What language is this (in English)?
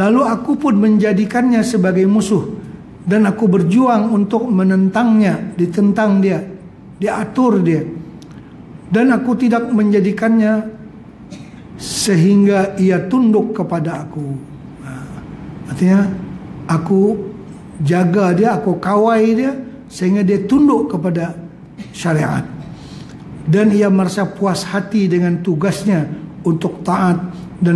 Malay